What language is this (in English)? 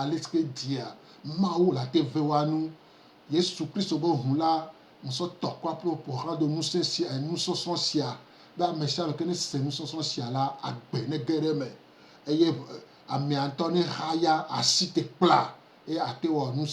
Gen